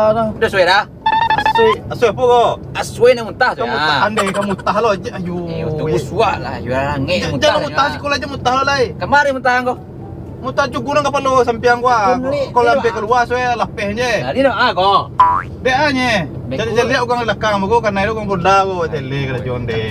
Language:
Minangkabau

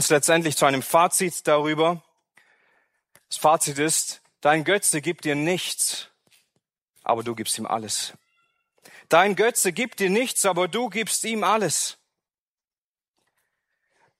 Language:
German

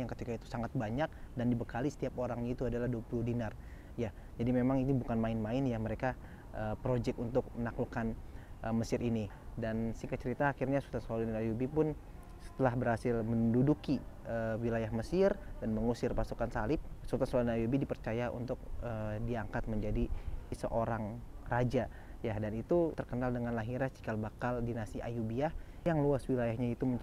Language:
Indonesian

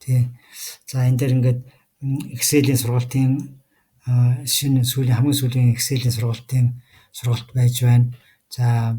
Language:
Mongolian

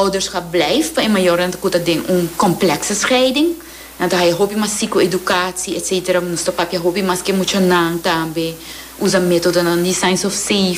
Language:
Papiamento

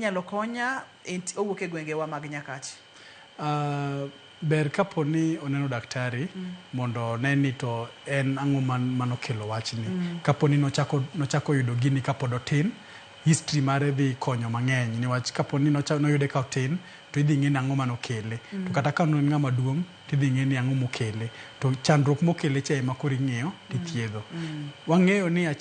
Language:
Luo (Kenya and Tanzania)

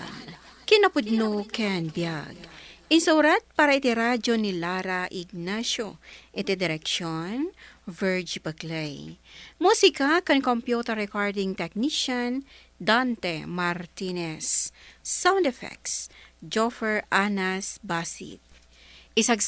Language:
Iloko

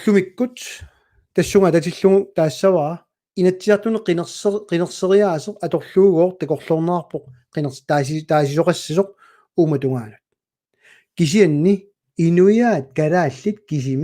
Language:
Kalaallisut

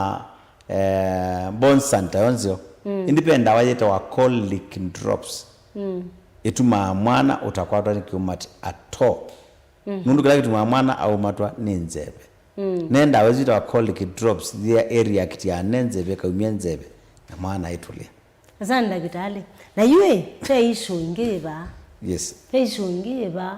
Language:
Kamba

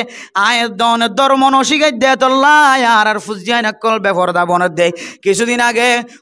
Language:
Rohingya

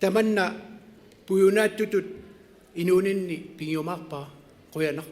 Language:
Kalaallisut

